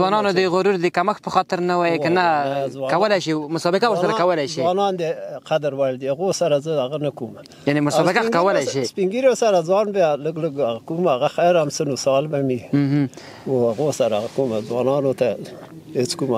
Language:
Pashto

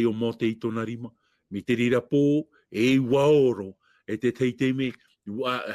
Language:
Tahitian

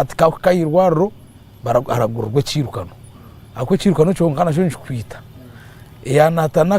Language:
Nyankole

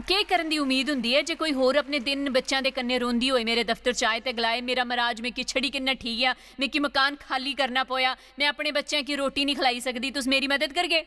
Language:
Dogri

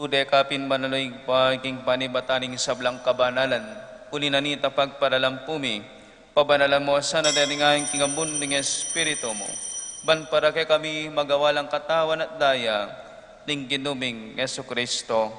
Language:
Pampanga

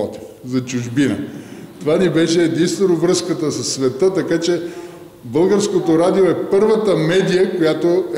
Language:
Bulgarian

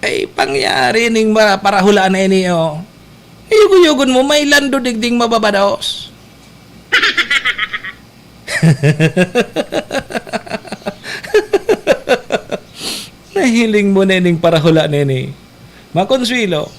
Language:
Bikol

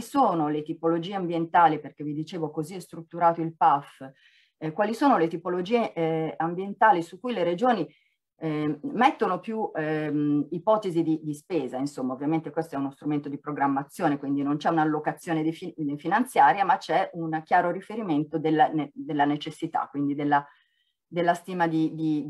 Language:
Italian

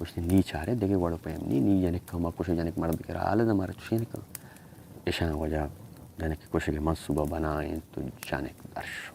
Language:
Baluchi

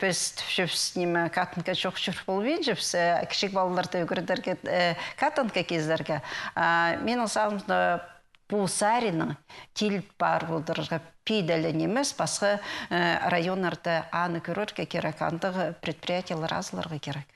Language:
Khakas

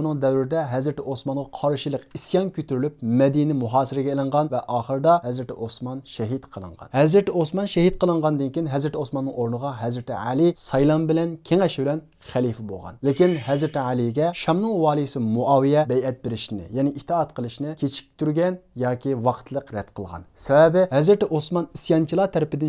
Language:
Uyghur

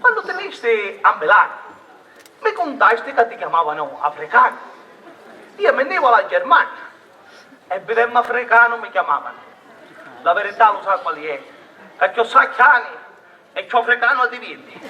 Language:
Sicilian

